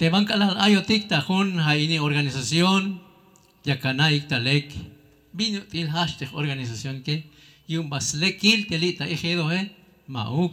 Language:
Tzeltal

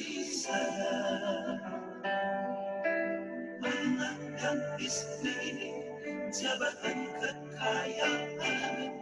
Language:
Indonesian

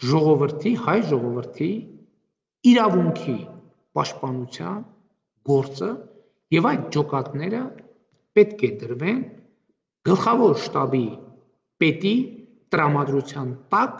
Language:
Armenian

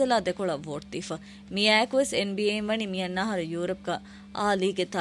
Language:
Divehi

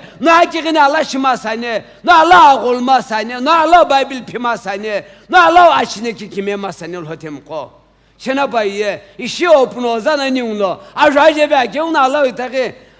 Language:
Sumi Naga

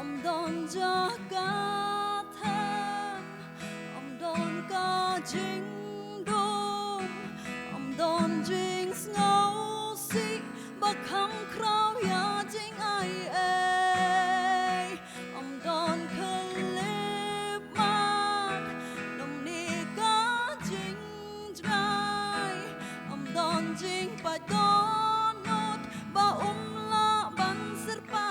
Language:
Khasi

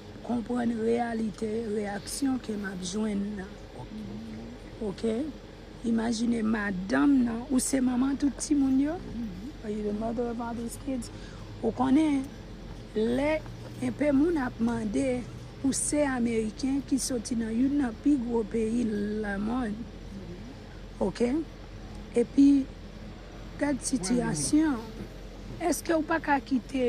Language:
Haitian Creole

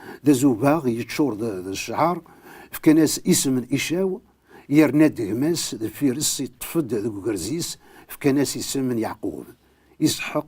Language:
Kabyle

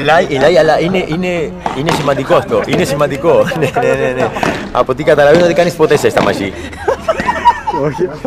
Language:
Greek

